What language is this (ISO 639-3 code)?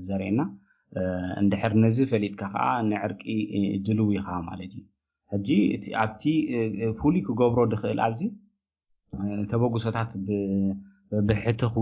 tir